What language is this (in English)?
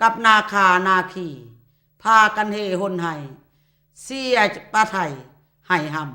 Lao